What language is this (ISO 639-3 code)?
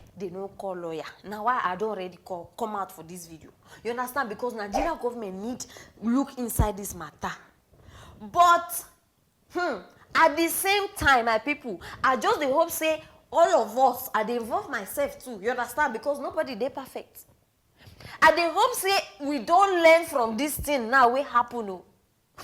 pcm